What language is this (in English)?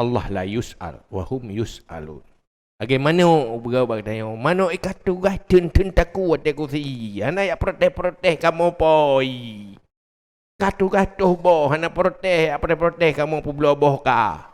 Achinese